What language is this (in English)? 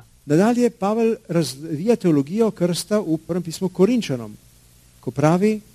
Slovenian